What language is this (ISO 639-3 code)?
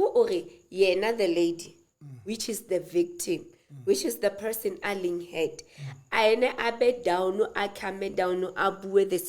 sot